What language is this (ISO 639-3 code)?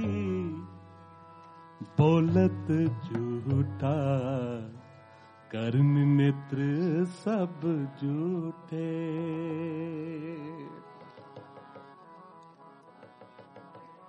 hin